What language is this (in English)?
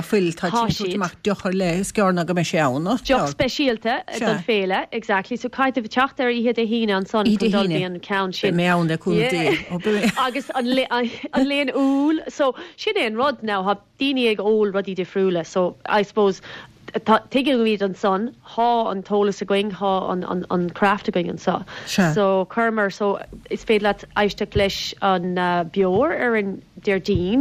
Irish